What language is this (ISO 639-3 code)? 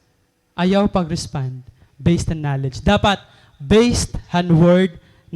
war